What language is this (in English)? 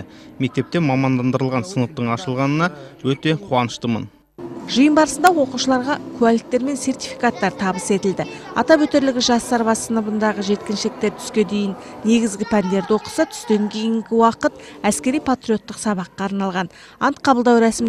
Kazakh